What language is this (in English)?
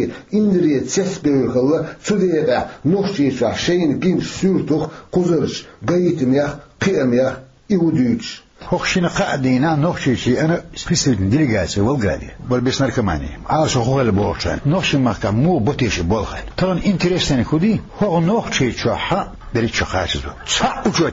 Chechen